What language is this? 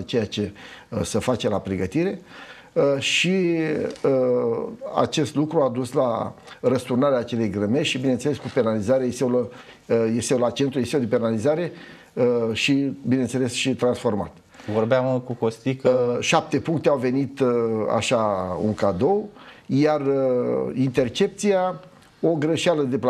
Romanian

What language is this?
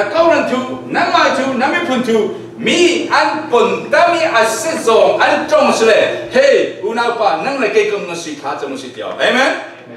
Falam Chin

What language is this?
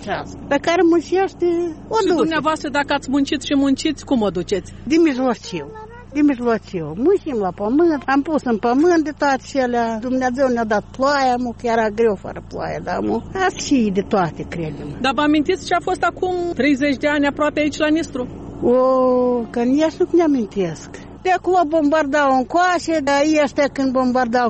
Romanian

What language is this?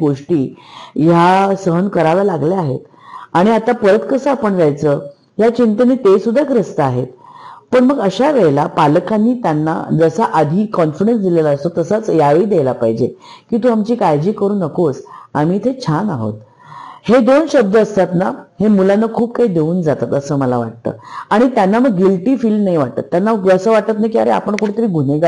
Marathi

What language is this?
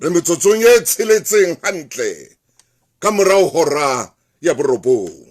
Southern Sotho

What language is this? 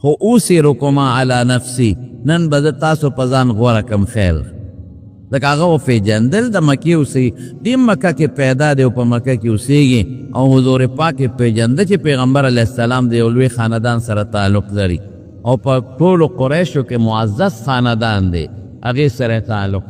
Pashto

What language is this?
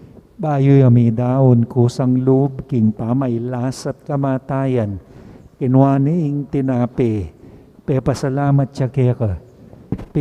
Pampanga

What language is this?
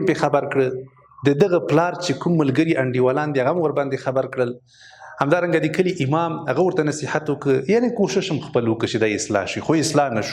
Pashto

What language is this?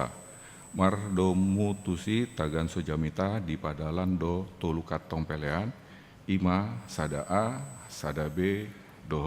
Batak Toba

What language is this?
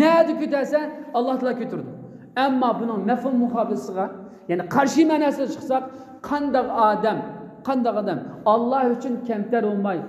Uyghur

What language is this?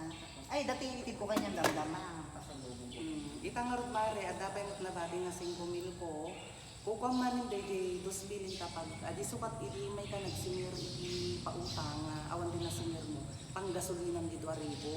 Iloko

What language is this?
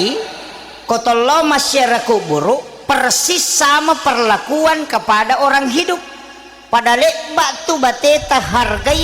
Buginese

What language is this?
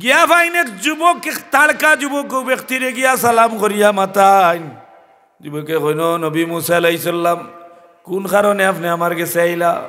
Sylheti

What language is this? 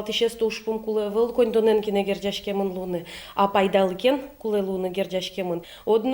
Udmurt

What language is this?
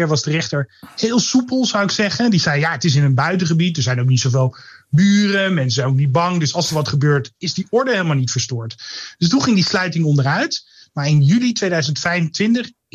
Dutch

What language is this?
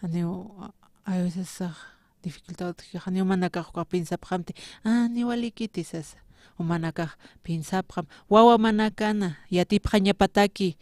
Aymara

